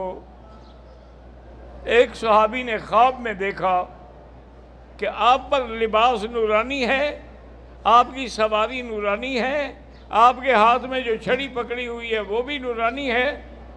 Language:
Urdu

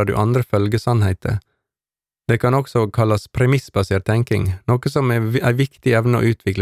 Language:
Norwegian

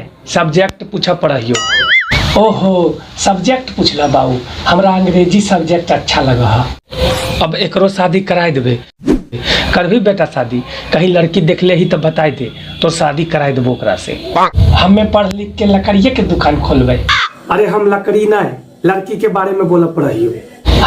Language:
Magahi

